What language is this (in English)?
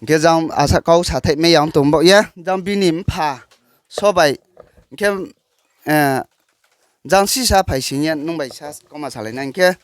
Riang (India)